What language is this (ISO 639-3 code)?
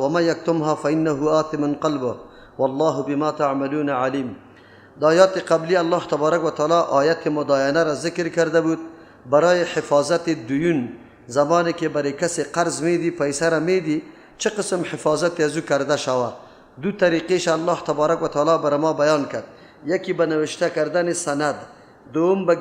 fas